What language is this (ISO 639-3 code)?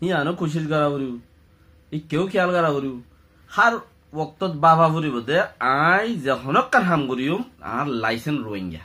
rhg